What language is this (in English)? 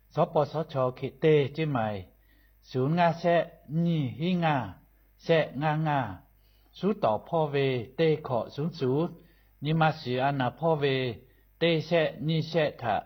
Lahu